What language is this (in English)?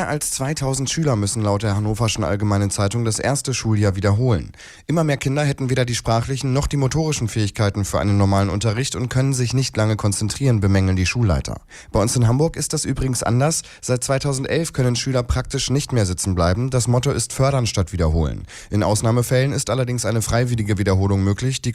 German